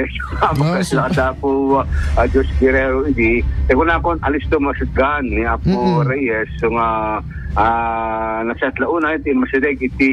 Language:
Iloko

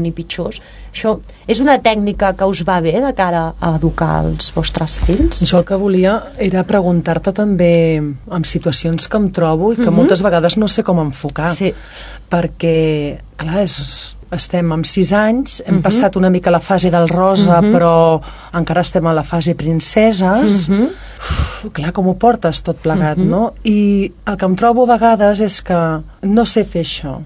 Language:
Catalan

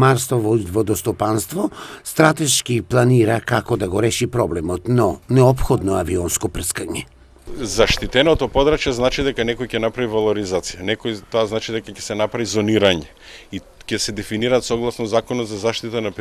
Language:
Macedonian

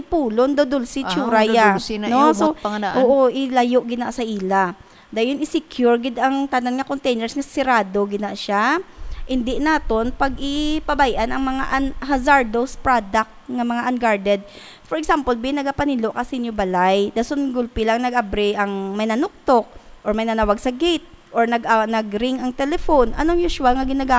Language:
Hiligaynon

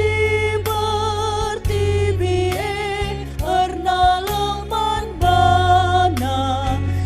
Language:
Batak Karo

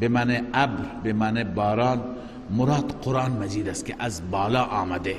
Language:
Persian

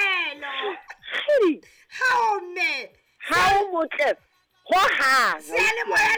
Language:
Southern Sotho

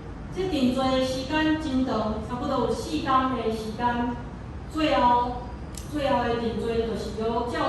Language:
Min Nan Chinese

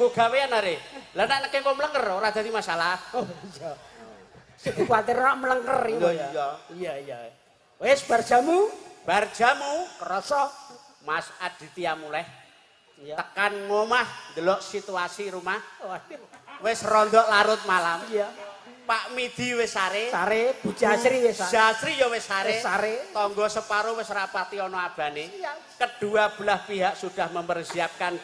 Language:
Javanese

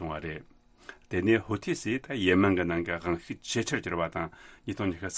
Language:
Tibetan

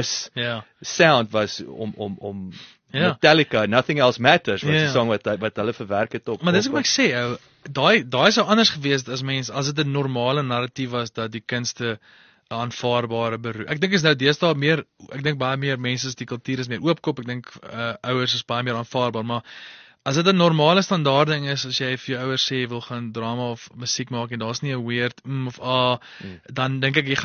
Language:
Afrikaans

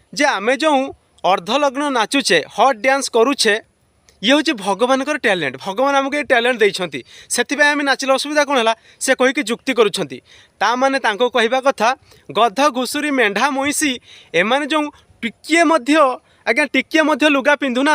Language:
Odia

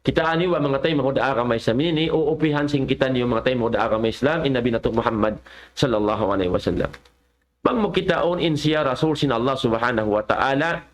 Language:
Tausug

